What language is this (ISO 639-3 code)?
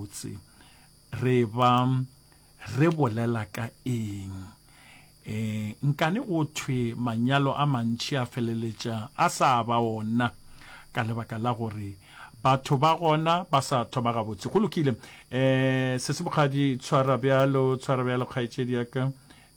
nso